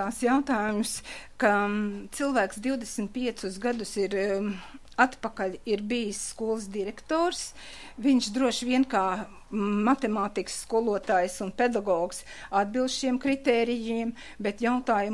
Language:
Latvian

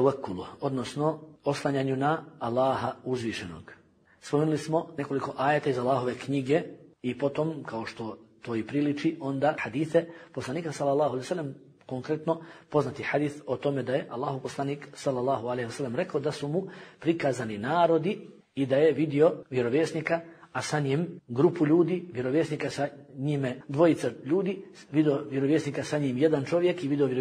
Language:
Bosnian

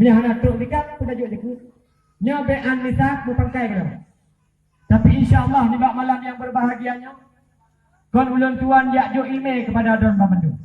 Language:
Achinese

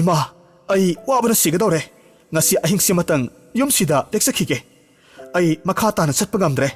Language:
Manipuri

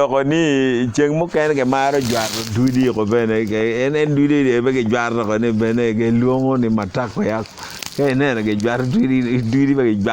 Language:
Acoli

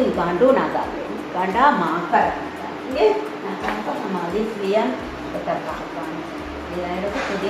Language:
Divehi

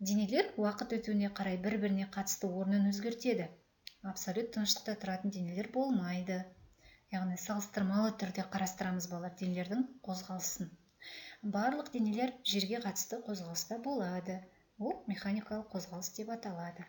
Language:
Kazakh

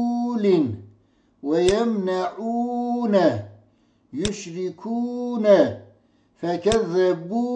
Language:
Kurdish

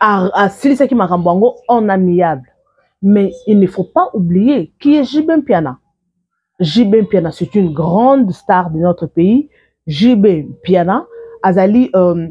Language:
Lingala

